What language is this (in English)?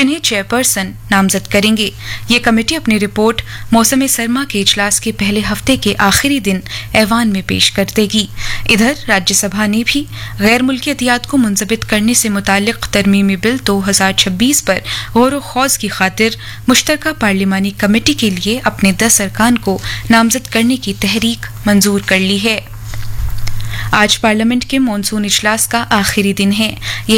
Urdu